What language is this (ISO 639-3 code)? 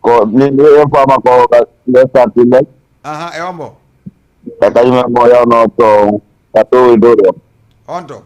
ful